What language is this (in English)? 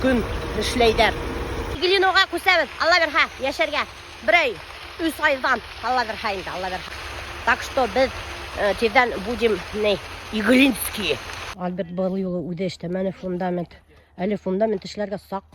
Bashkir